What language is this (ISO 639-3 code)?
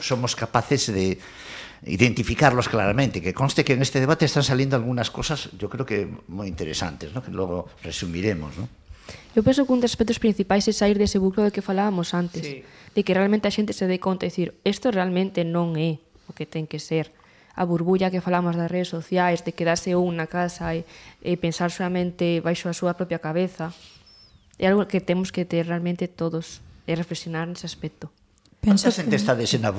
glg